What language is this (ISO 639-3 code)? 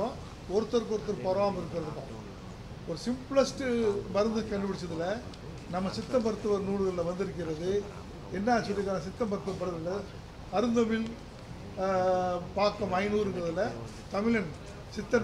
tam